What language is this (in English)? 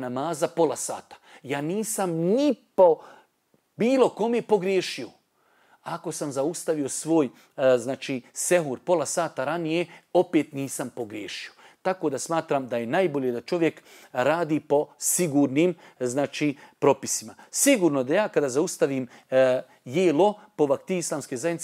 Bosnian